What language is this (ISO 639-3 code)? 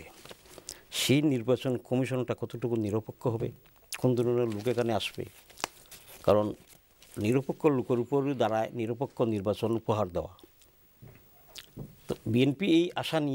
ben